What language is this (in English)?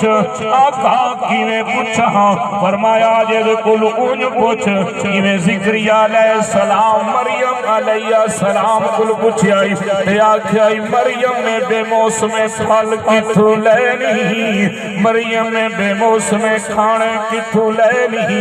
Saraiki